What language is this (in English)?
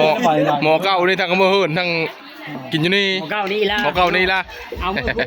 Northeastern Thai